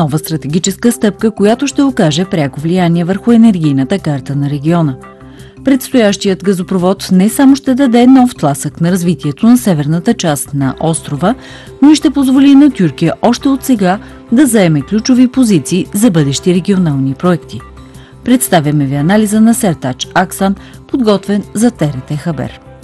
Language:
Bulgarian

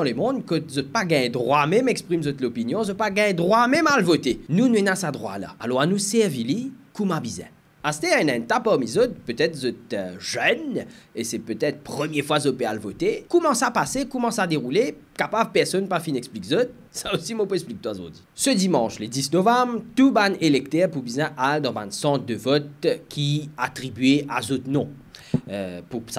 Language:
Morisyen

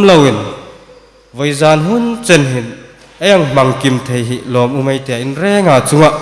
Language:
Hmar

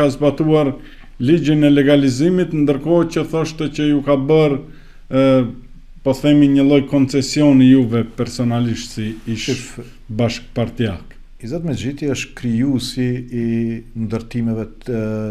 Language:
Albanian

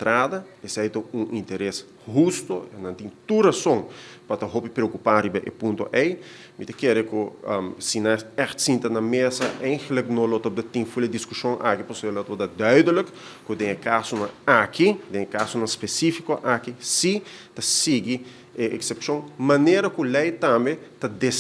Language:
Papiamento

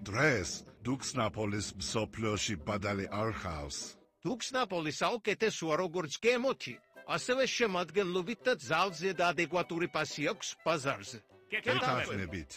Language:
Georgian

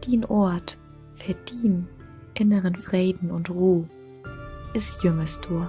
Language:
Low German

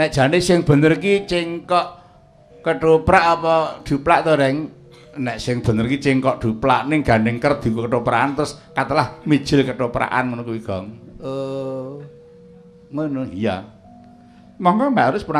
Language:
Javanese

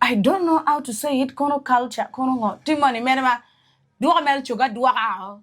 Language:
Acoli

